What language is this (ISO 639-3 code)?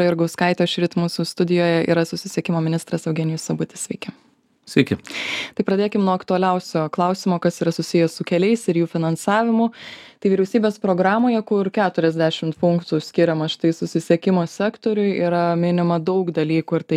lit